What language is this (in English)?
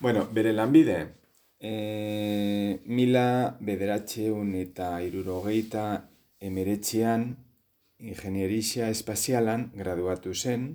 Basque